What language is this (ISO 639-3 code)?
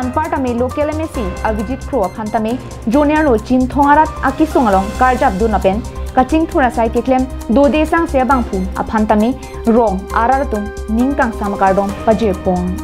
mjw